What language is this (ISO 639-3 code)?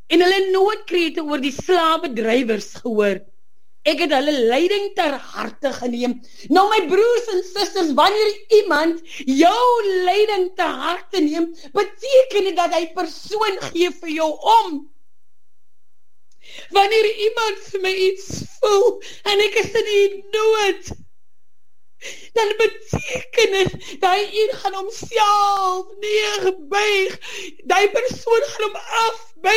afr